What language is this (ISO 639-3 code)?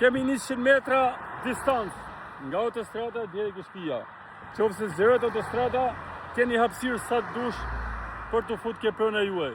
sqi